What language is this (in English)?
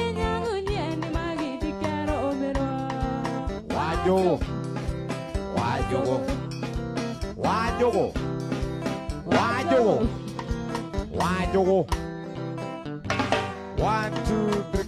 Kikuyu